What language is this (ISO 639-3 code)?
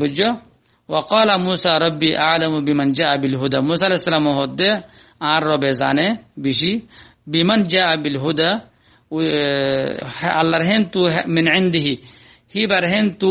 rhg